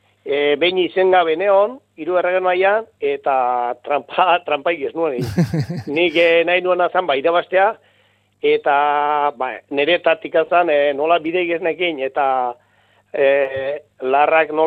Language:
Basque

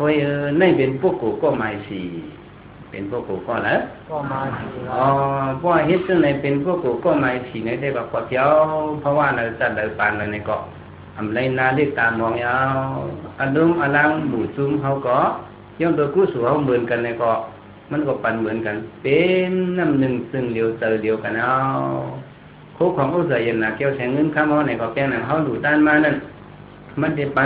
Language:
Shan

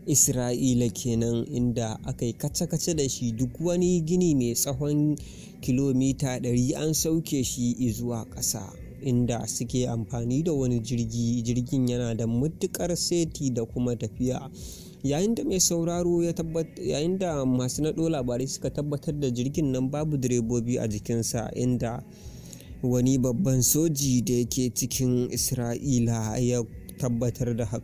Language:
Hausa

